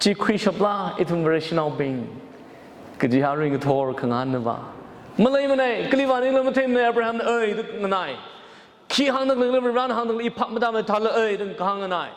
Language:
Tangkhul Naga (India)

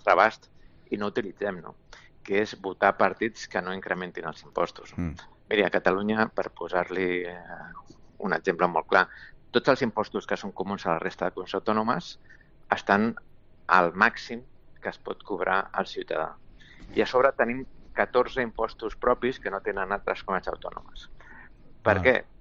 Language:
Catalan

